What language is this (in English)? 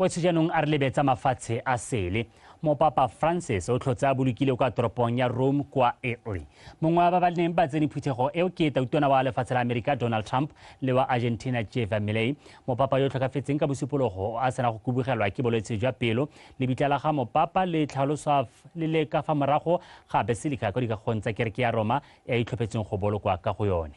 Tswana